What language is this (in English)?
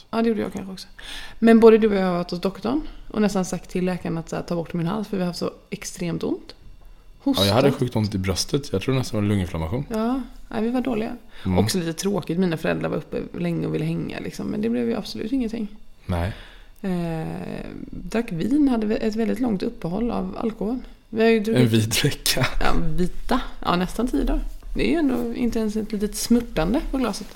Swedish